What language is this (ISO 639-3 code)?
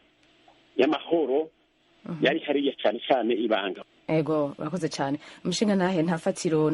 run